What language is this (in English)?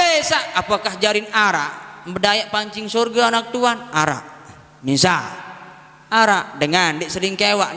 Sasak